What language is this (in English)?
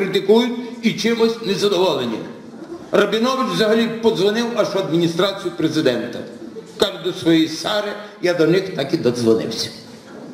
Ukrainian